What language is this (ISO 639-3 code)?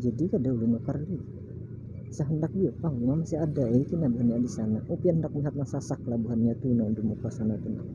bjn